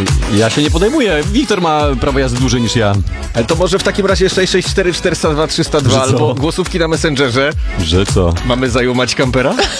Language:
Polish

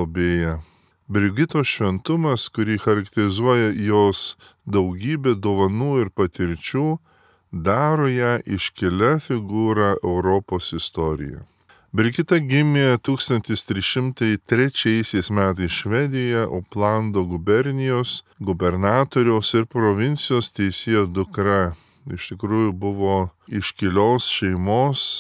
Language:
Lithuanian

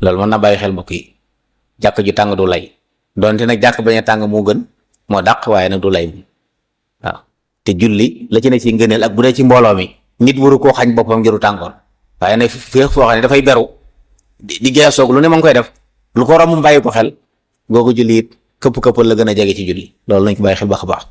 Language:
Wolof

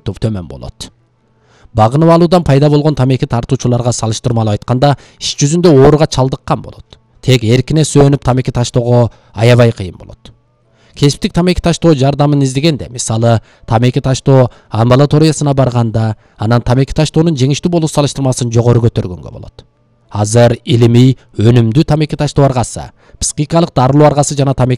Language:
Kyrgyz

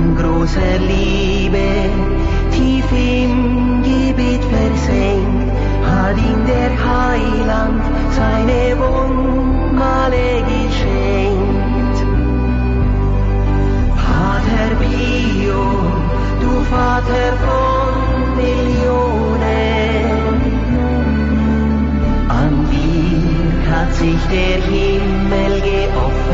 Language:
German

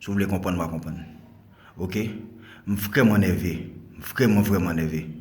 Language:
Haitian Creole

